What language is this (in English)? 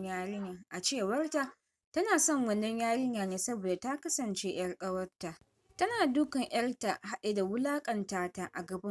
Hausa